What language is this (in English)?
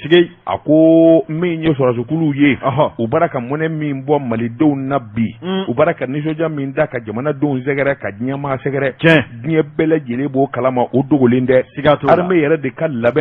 Bambara